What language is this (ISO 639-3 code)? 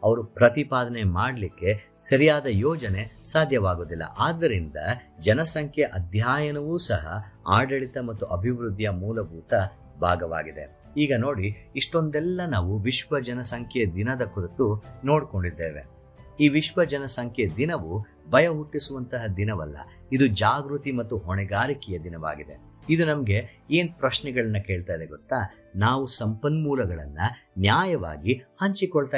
kan